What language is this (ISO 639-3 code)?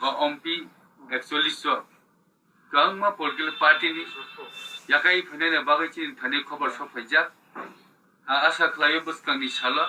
trp